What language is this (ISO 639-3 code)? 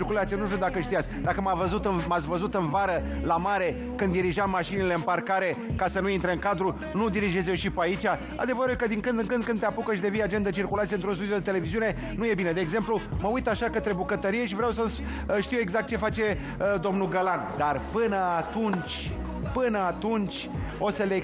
ron